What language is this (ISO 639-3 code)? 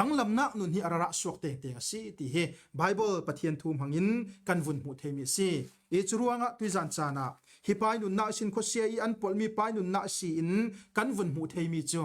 cfm